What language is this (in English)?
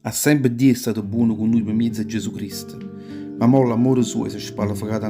Neapolitan